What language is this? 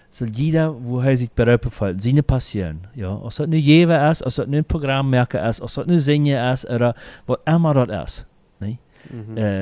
Plautdietsch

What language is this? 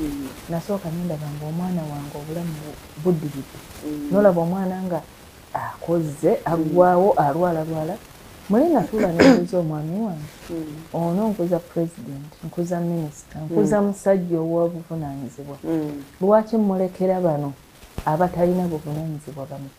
Ganda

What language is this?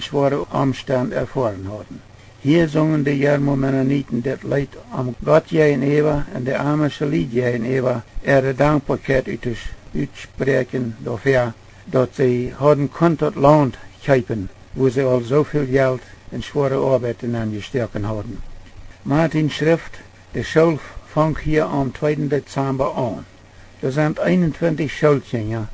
Plautdietsch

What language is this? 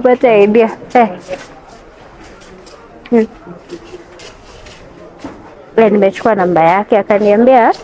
Swahili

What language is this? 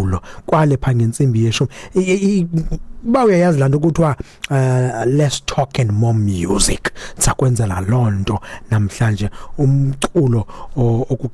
Xhosa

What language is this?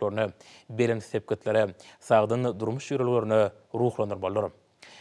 Turkmen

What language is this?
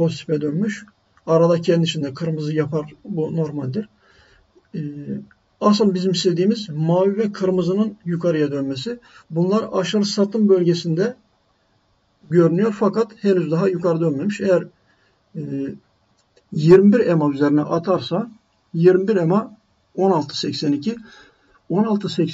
Turkish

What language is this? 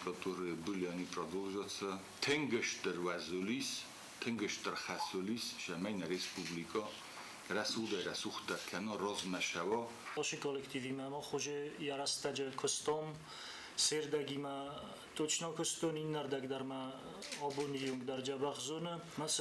Ossetic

